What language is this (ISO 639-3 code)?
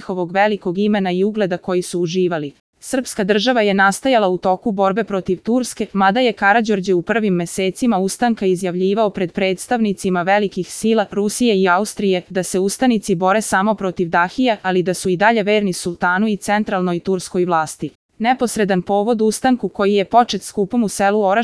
srp